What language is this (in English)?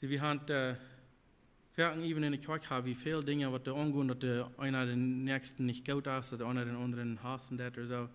Plautdietsch